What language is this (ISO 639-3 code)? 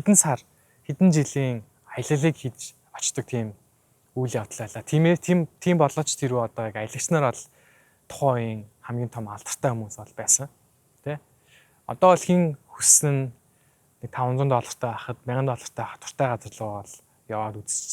mon